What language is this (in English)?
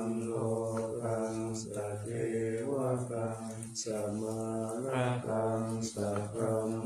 Pali